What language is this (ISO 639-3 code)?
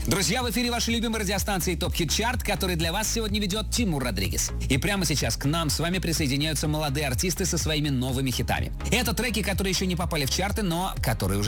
rus